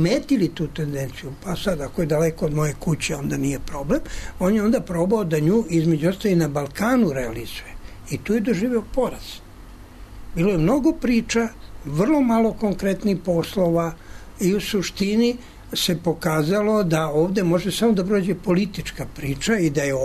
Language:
Serbian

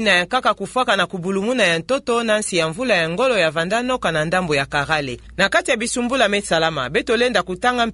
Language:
Kituba (Democratic Republic of Congo)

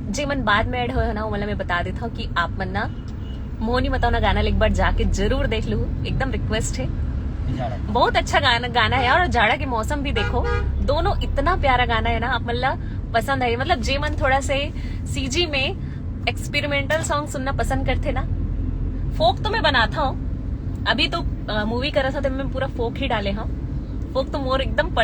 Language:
Chhattisgarhi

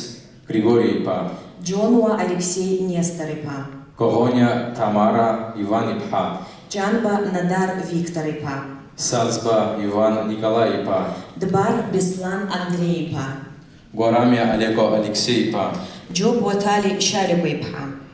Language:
Abkhazian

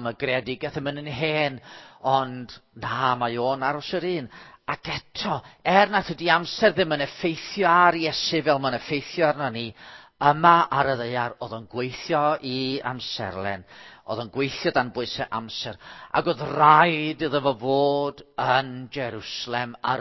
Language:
Welsh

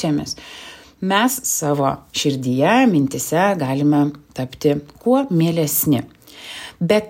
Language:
Lithuanian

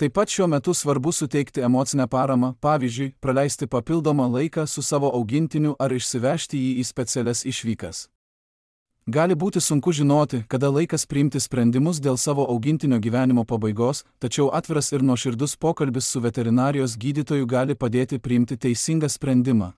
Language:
Lithuanian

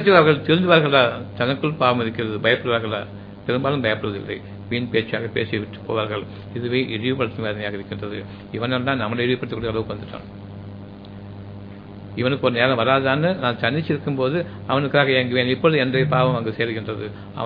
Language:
Tamil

